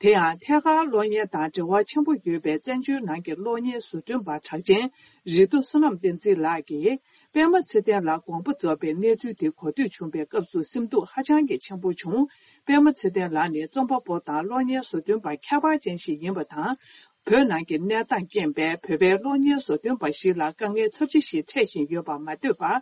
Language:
Tibetan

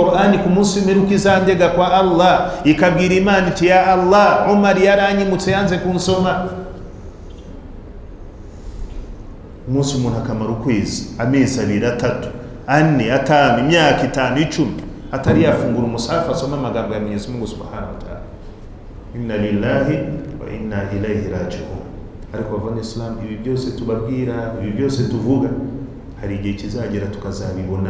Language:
Kinyarwanda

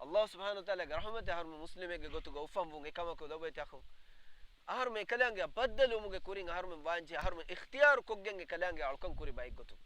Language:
Divehi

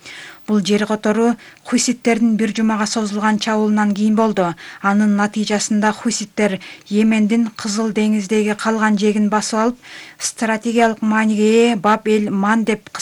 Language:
Kyrgyz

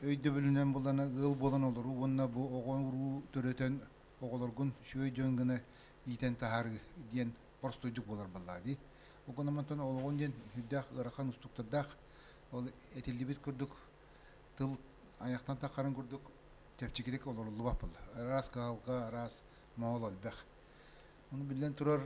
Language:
Yakut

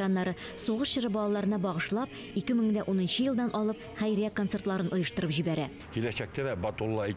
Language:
Tatar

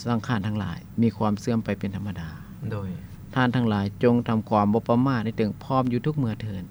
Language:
Lao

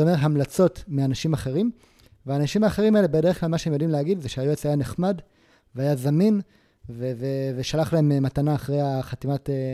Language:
Hebrew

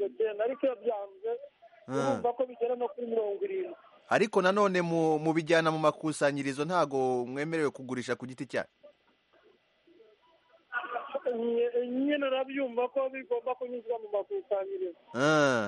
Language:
Kinyarwanda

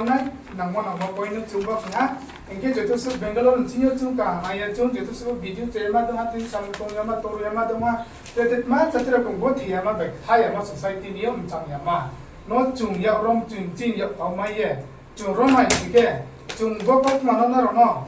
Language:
Riang (India)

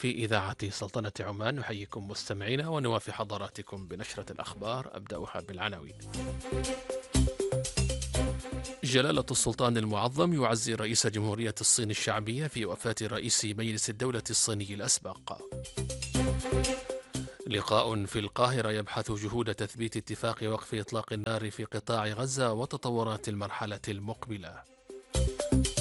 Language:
Arabic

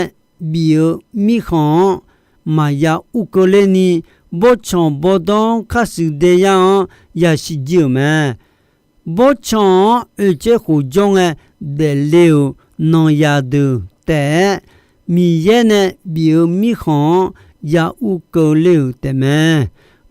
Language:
Akha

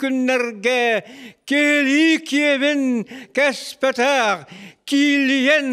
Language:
Yakut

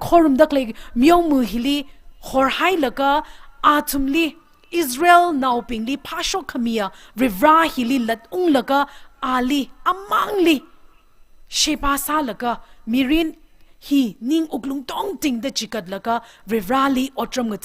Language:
Tangkhul Naga (India)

